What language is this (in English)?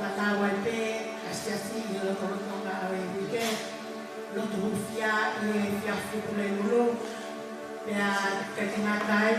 Tongan